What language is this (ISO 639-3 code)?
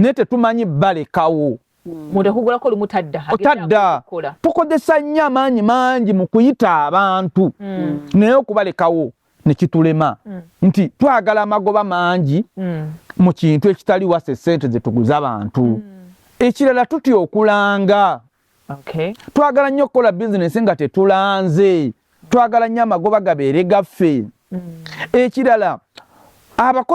lug